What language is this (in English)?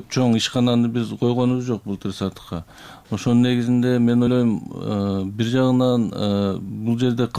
Kyrgyz